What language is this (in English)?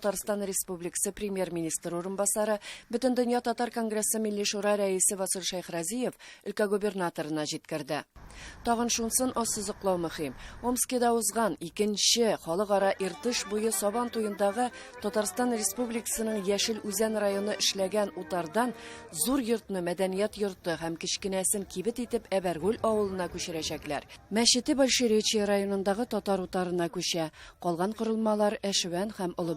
Tatar